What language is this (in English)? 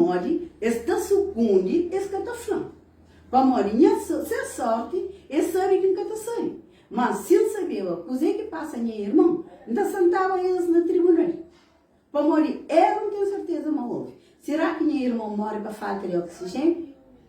Kabuverdianu